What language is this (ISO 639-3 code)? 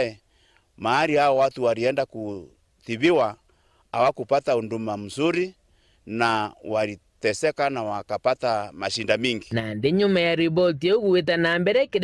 mer